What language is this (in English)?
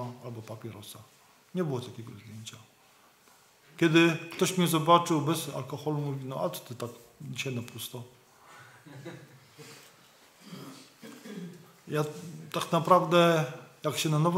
Polish